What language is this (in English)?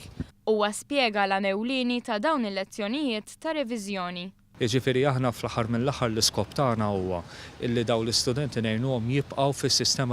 Maltese